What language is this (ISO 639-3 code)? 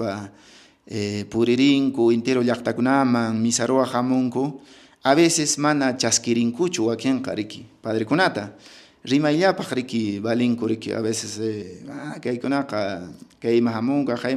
que